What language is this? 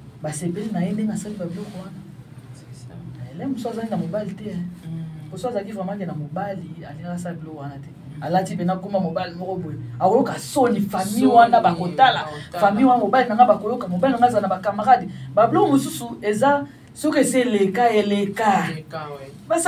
Lingala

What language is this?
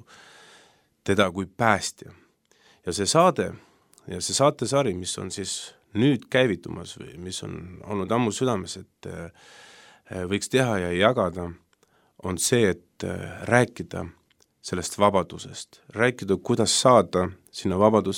Estonian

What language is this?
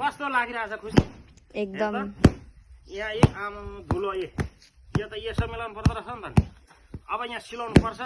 Nepali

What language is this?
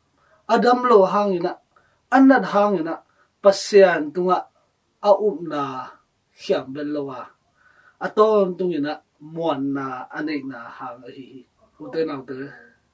Tedim Chin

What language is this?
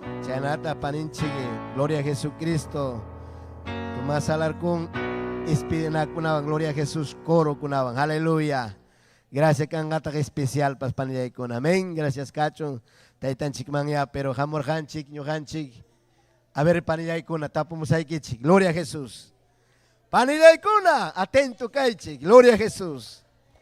Ayacucho Quechua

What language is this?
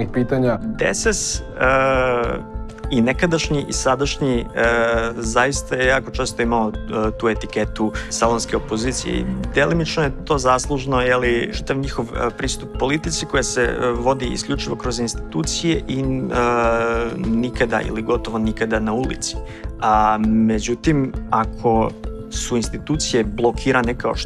Serbian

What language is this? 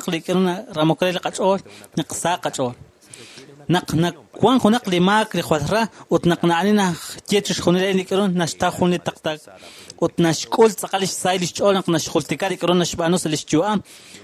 Kekchí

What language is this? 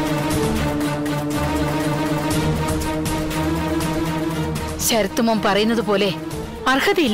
Malayalam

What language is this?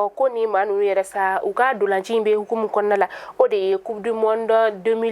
Bambara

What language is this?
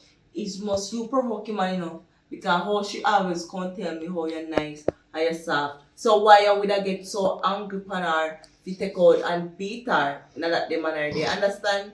Jamaican Creole English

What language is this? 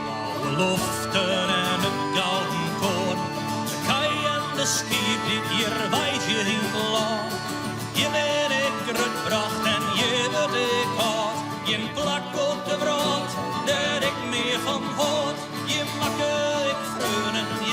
Western Frisian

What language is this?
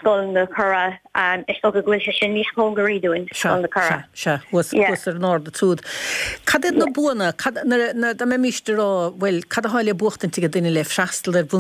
Irish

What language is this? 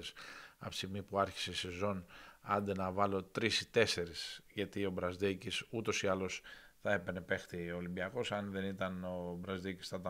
Greek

